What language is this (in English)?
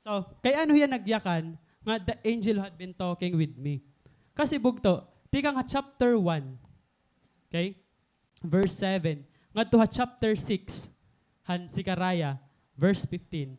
Waray